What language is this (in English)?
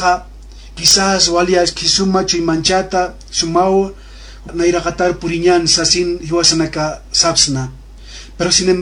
Aymara